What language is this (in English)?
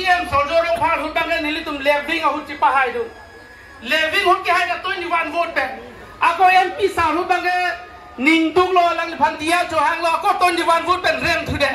Karbi